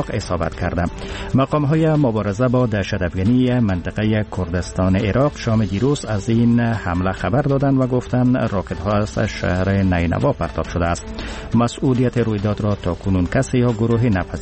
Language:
Persian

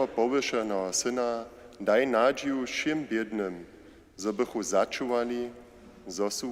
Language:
Upper Sorbian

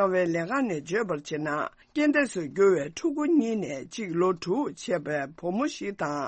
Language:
Tibetan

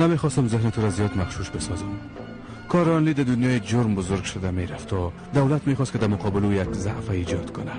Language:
Persian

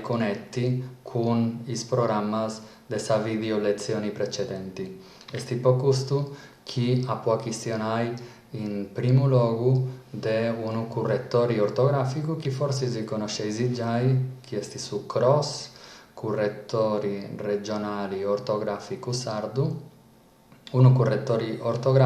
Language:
Sardinian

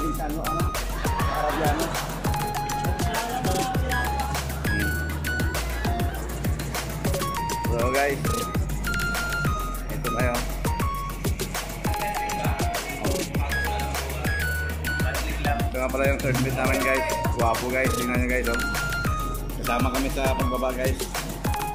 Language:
Filipino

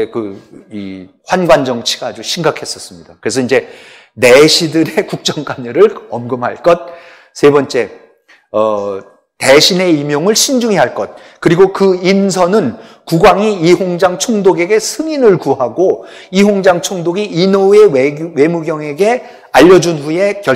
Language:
Korean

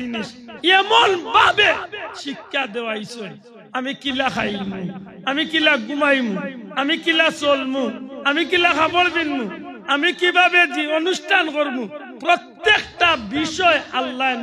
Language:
Sylheti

